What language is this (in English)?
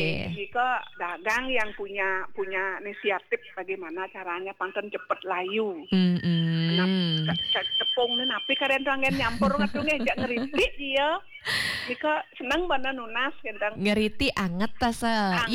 Balinese